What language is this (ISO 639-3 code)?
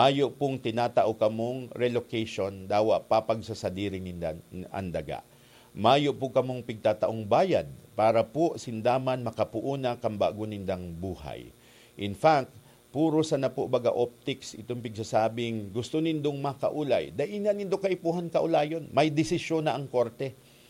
bik